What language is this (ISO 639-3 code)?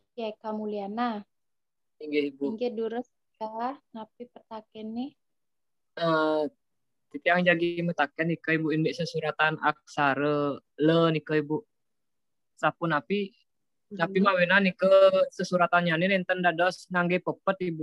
ban